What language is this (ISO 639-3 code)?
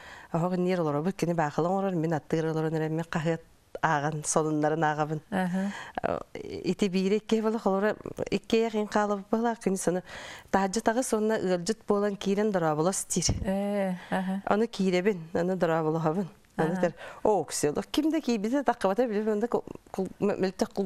sah